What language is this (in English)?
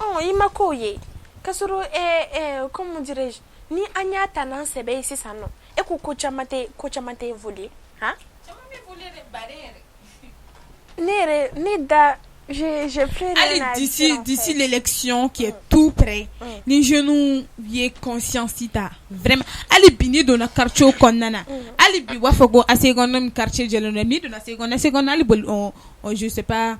Bambara